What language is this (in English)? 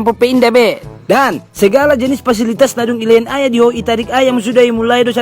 Batak Toba